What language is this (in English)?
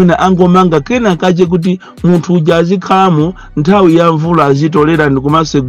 Nyanja